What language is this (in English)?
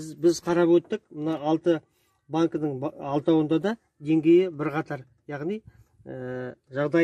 Kazakh